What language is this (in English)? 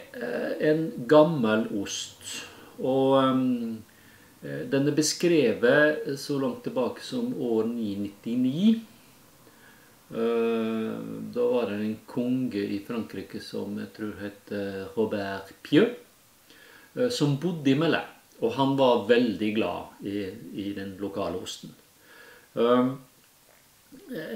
Norwegian